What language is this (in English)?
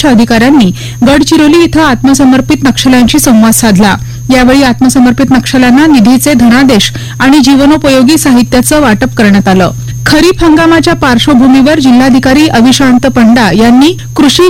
Marathi